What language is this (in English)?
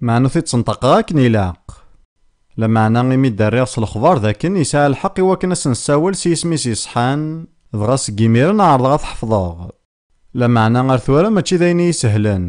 Kabyle